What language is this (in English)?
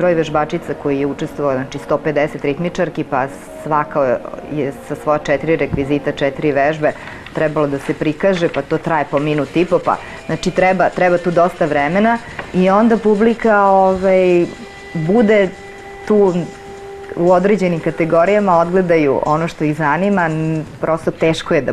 Serbian